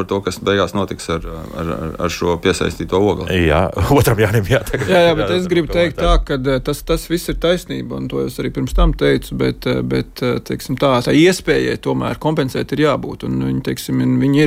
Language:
Latvian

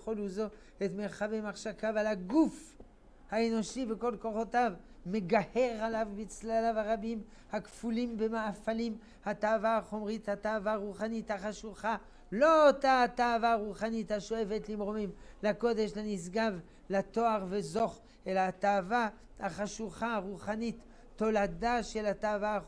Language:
Hebrew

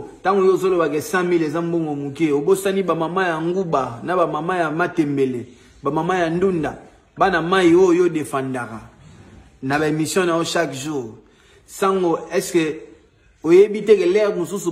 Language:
Lingala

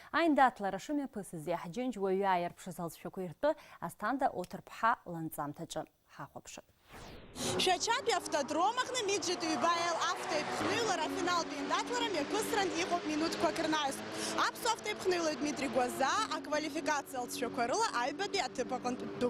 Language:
Abkhazian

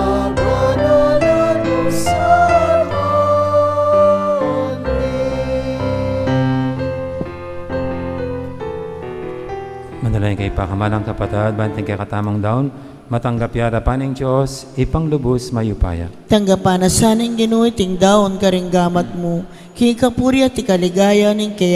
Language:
Pampanga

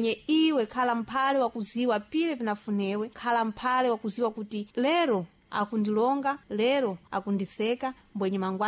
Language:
Sena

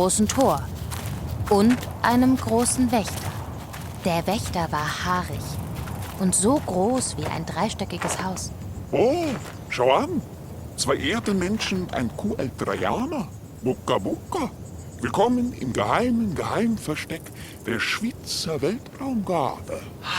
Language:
Swiss German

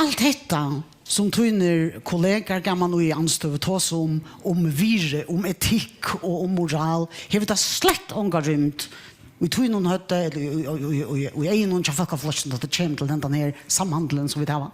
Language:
Faroese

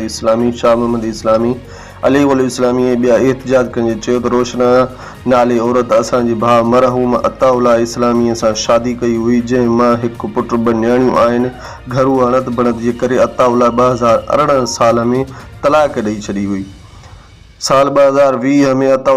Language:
Sindhi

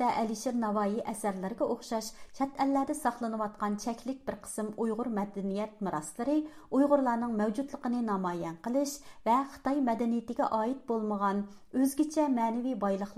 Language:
Uyghur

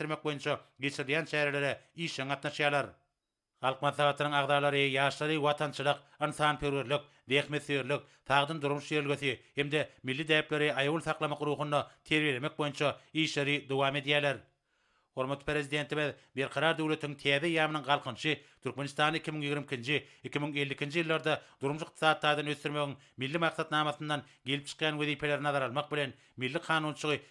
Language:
Turkmen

